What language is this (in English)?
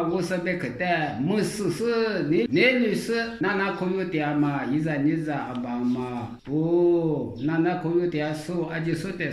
Lisu